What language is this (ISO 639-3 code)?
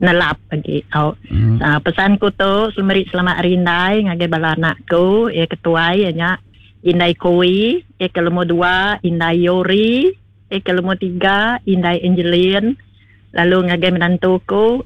iba